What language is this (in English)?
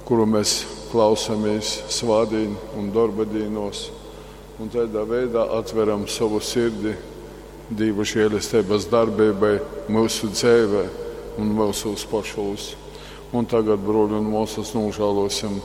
Latgalian